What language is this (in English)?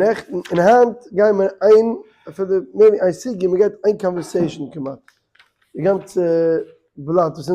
Yiddish